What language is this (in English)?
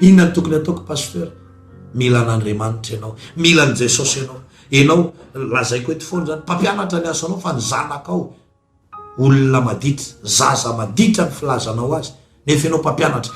Malagasy